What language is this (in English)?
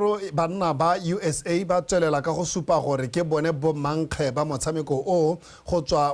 Tswana